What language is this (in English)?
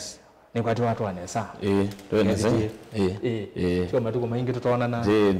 Kamba